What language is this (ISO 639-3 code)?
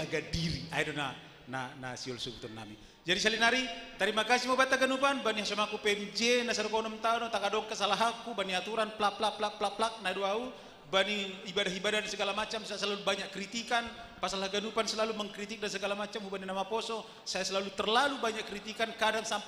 bts